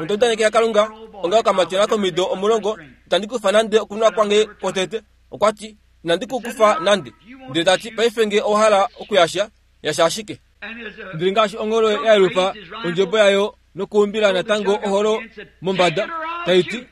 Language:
Kuanyama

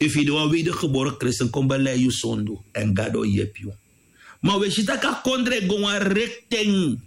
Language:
Sranan Tongo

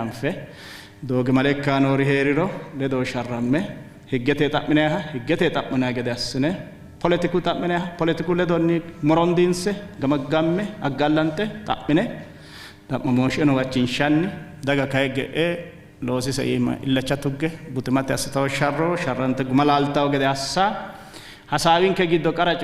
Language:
Sidamo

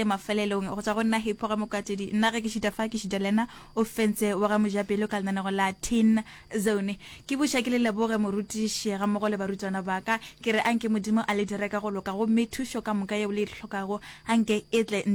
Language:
Northern Sotho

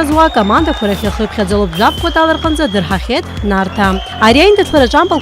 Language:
Abkhazian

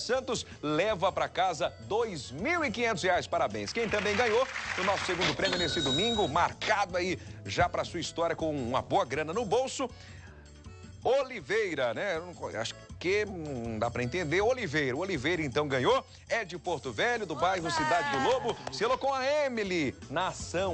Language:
Portuguese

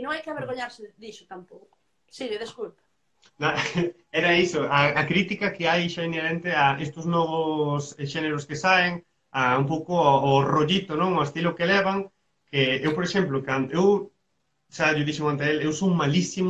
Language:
Galician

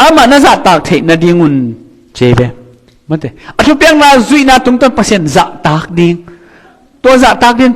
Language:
Tedim Chin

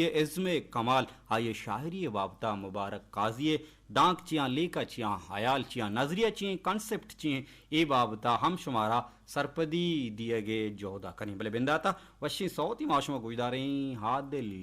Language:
Baluchi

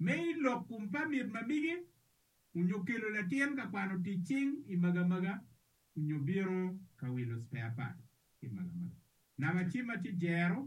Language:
Acoli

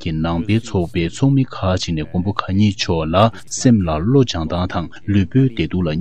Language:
Tibetan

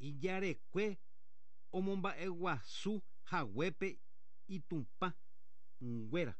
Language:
Guarani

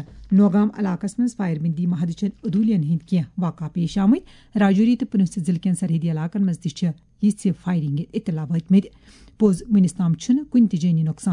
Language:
Kashmiri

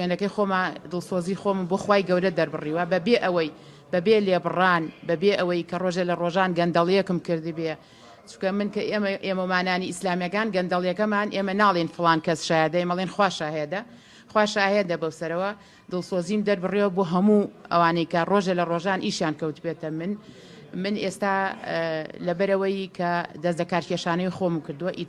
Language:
Central Kurdish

